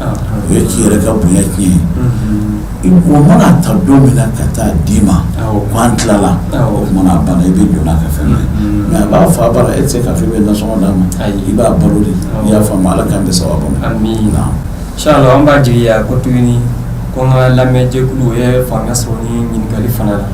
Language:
Bambara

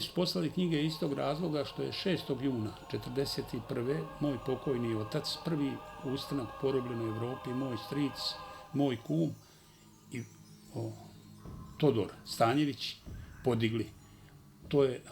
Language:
Bosnian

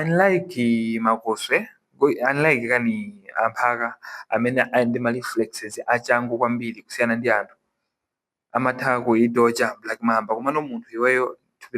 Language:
Nyanja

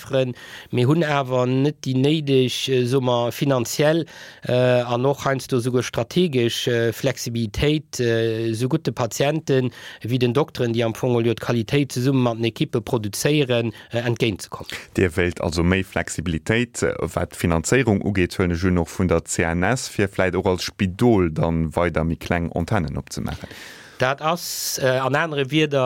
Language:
Luxembourgish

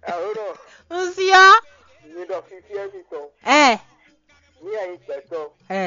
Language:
Fon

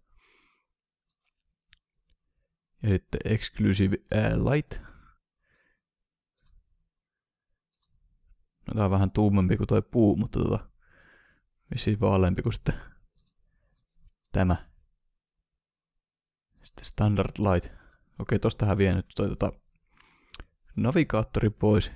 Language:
Finnish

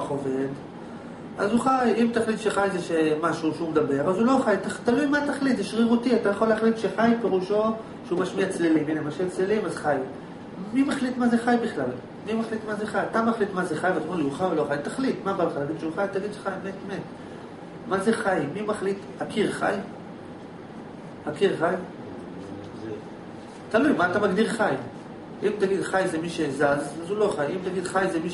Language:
Hebrew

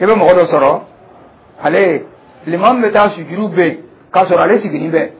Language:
Dyula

